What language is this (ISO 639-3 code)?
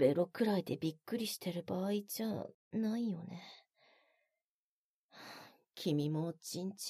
jpn